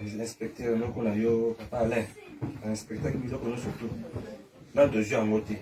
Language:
Lingala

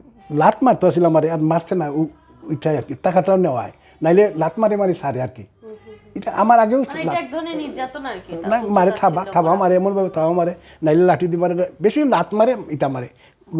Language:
Sylheti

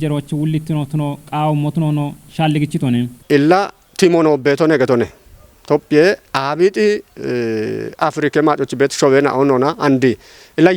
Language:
Kafa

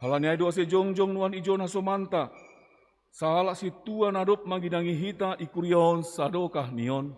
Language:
Batak Simalungun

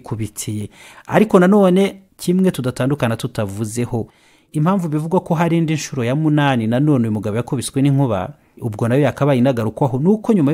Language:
Kinyarwanda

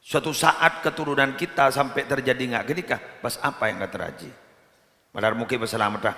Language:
Madurese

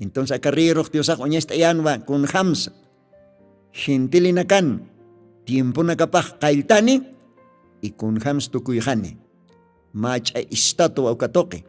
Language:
Aymara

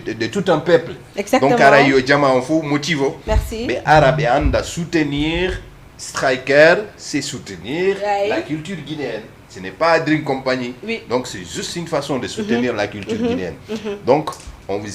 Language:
Fula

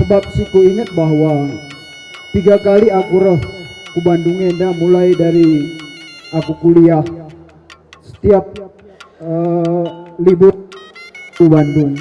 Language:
Batak Karo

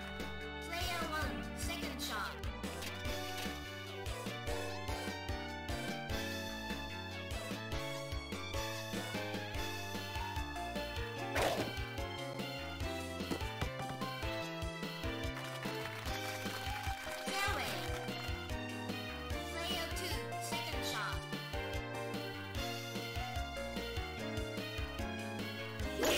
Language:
English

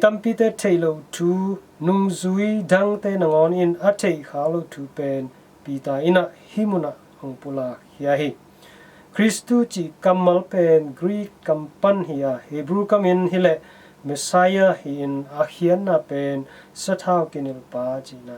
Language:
Tedim Chin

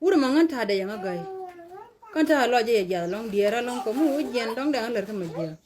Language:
Nuer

